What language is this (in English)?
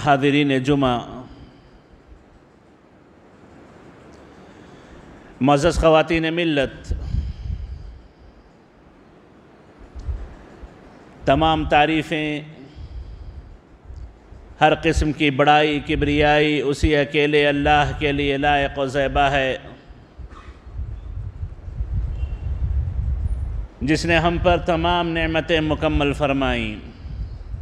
Urdu